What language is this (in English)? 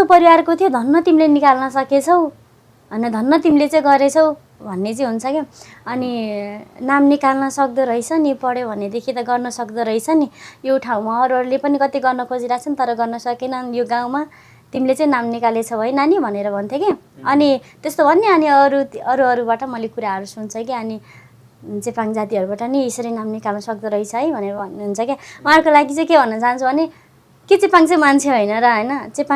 Nepali